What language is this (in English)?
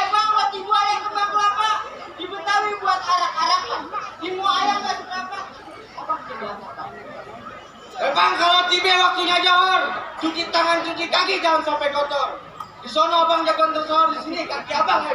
Betawi